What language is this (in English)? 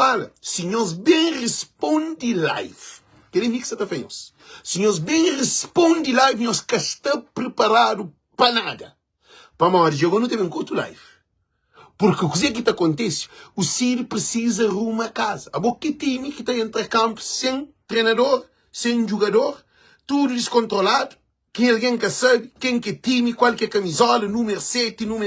Kabuverdianu